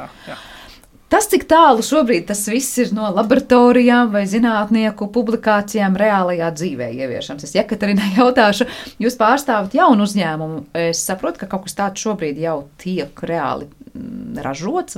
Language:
Latvian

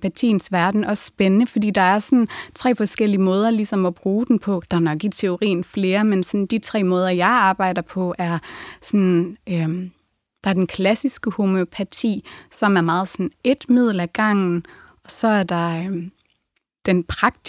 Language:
Danish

